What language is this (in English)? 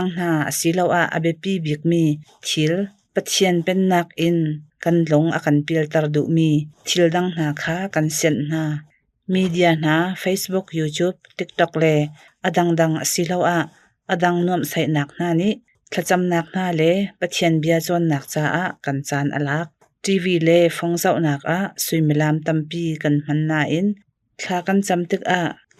Hakha Chin